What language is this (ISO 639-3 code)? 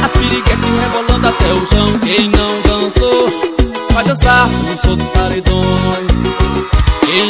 por